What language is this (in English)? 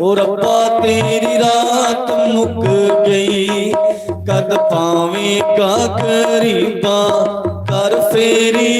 Dogri